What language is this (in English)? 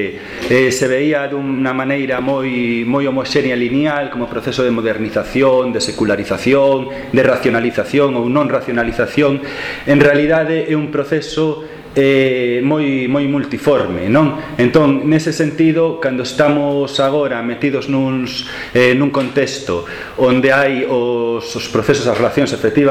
Galician